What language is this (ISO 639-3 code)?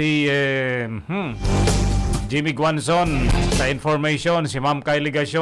bik